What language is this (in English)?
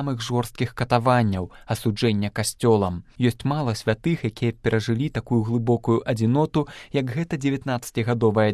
Belarusian